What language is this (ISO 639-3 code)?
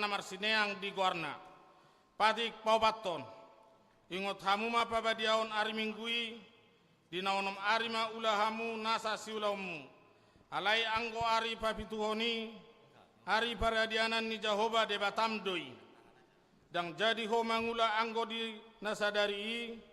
bbc